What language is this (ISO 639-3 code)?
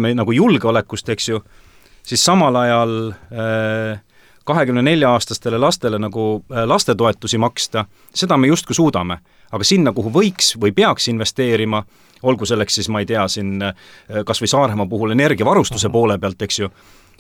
est